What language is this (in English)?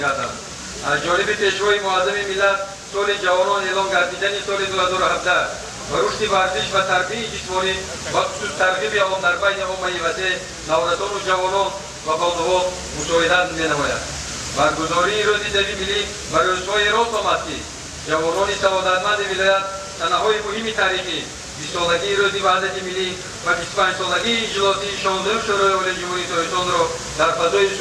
Tajik